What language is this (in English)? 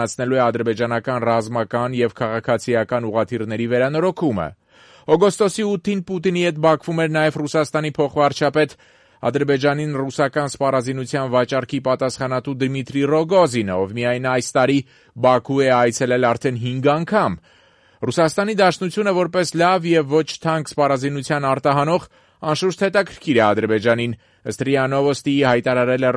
Armenian